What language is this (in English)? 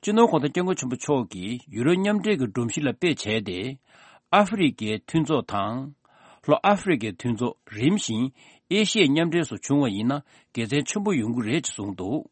Tibetan